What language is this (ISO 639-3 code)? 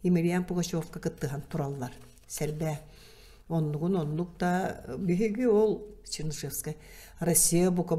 sah